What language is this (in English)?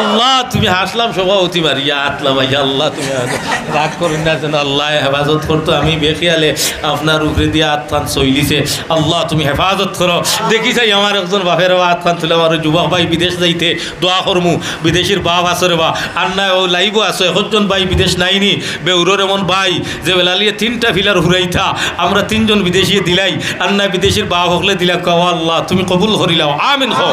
Sylheti